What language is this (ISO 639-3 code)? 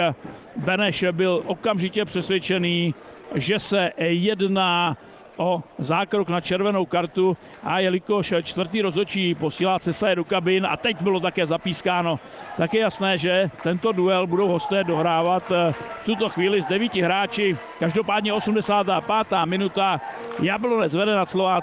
ces